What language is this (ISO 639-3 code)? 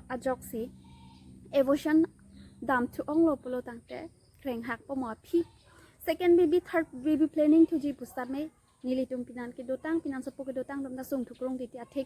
mjw